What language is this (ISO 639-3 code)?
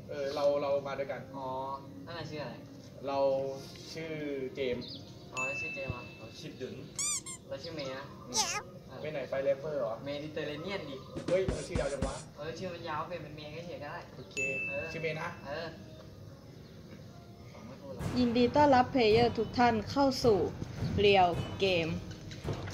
tha